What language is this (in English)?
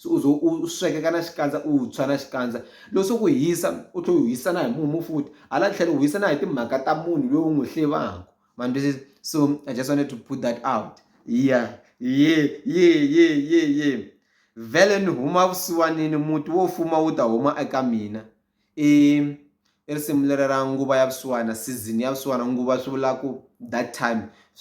Tsonga